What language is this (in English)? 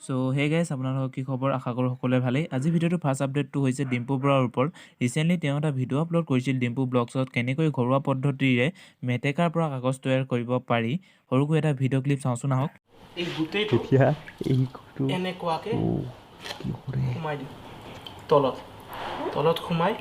Assamese